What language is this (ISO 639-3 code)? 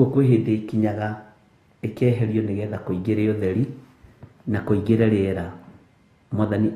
kik